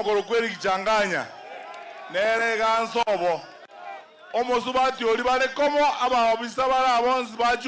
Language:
Gusii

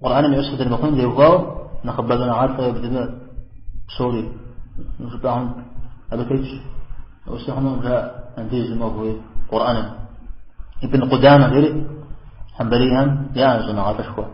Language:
Kabardian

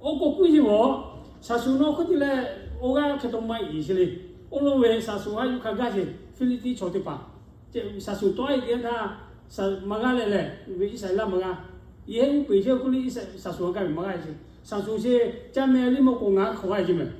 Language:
Lahu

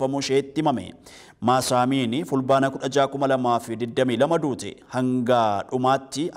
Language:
Oromo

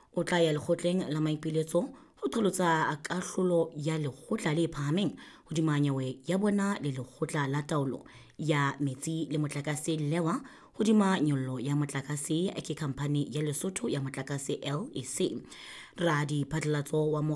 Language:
Southern Sotho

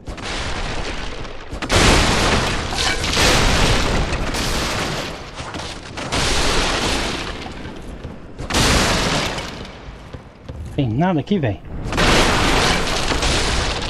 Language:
Portuguese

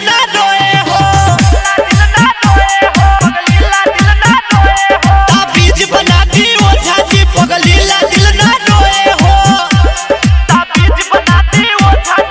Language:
Bhojpuri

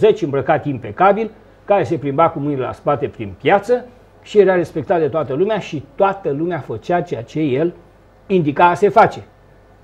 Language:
Romanian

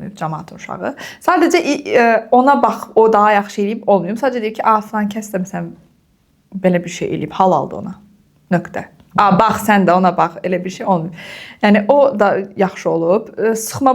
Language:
Azerbaijani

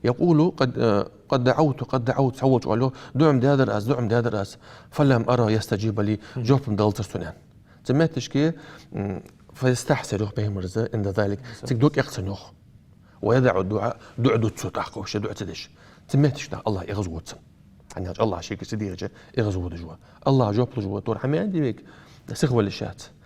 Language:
Ingush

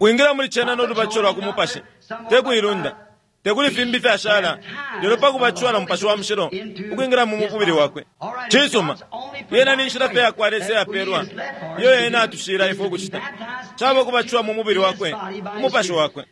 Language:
Bemba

